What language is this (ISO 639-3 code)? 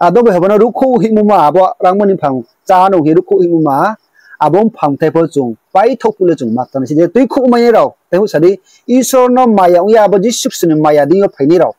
ria